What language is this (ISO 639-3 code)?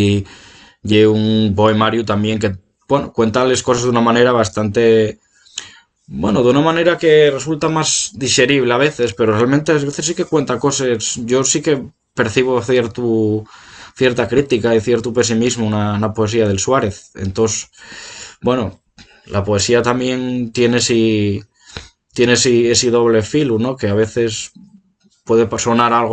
ast